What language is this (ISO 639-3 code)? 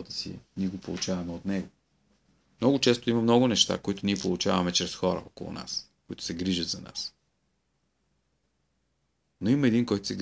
bul